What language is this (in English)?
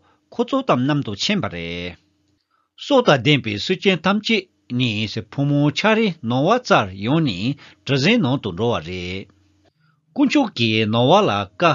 Tibetan